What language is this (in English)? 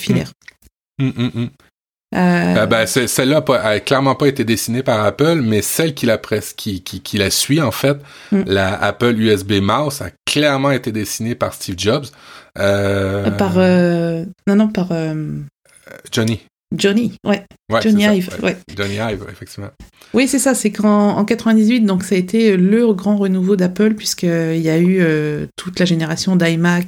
French